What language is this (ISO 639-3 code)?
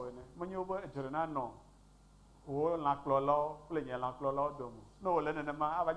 ewe